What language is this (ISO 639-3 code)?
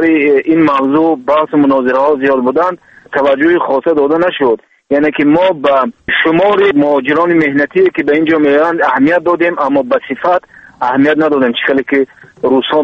tgk